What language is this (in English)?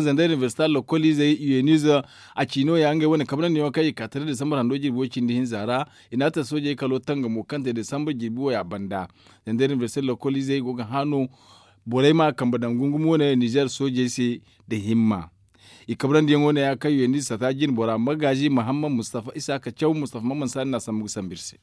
Zarma